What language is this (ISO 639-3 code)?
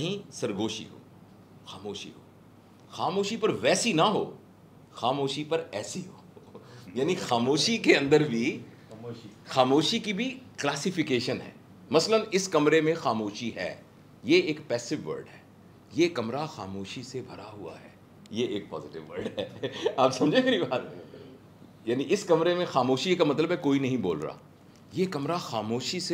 hin